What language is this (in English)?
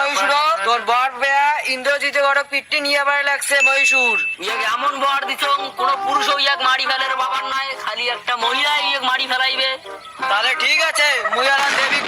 Rangpuri